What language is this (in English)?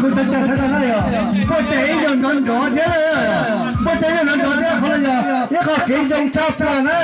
Hmong